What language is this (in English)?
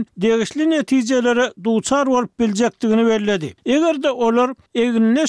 Turkmen